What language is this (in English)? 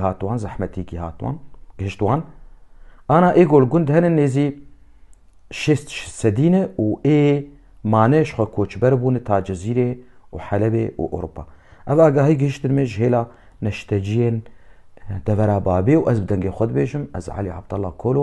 Kurdish